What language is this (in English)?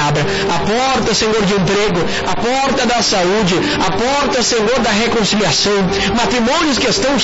Portuguese